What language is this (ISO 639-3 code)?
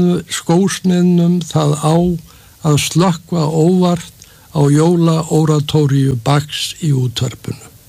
isl